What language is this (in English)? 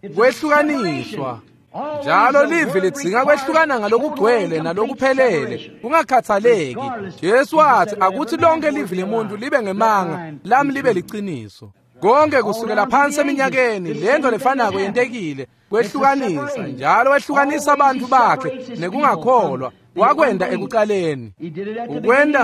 Swati